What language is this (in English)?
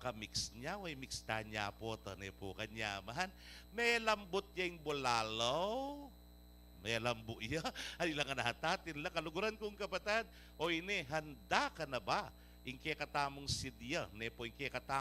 Pampanga